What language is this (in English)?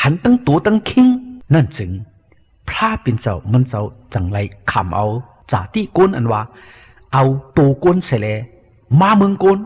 Shan